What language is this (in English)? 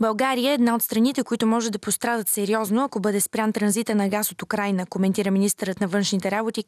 Bulgarian